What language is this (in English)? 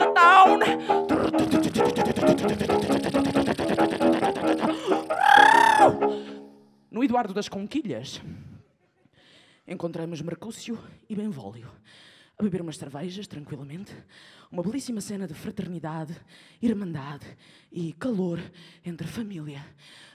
Portuguese